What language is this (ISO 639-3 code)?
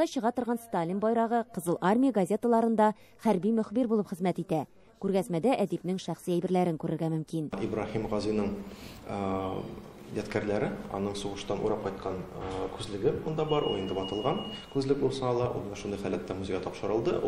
tat